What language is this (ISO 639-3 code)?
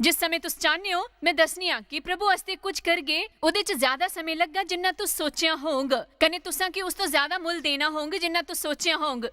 doi